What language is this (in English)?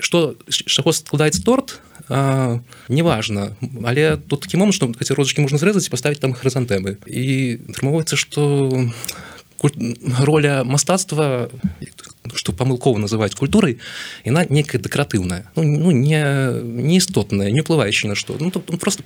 Belarusian